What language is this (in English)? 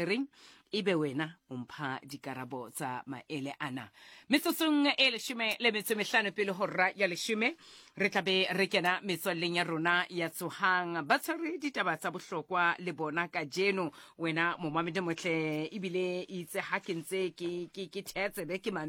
Southern Sotho